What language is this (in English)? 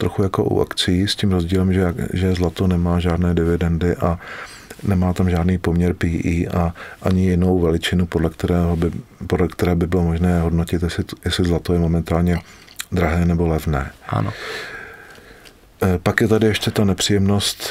Czech